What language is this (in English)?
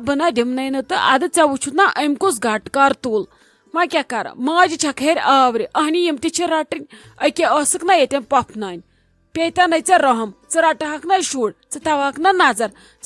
Kashmiri